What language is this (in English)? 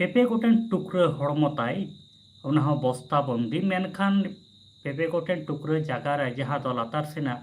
Santali